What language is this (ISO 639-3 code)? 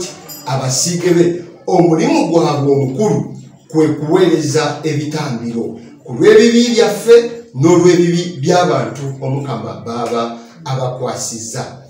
lug